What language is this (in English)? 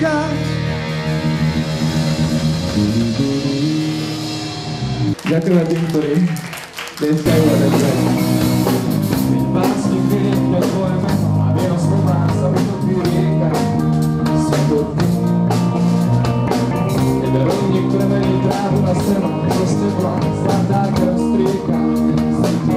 Slovak